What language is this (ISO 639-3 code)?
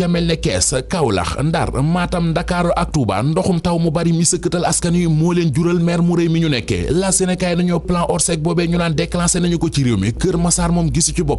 wol